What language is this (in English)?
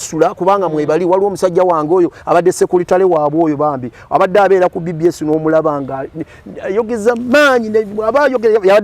Ganda